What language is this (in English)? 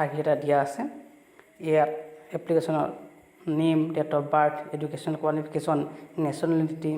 Assamese